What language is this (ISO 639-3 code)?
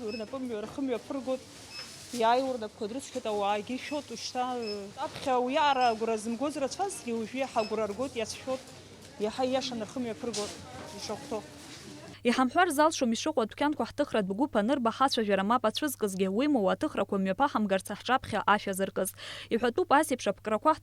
abk